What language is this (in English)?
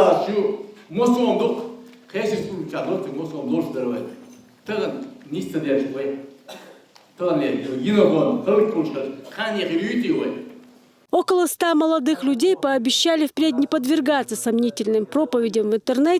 Chechen